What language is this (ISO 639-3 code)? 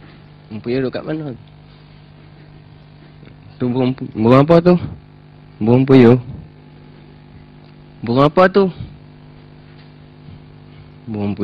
msa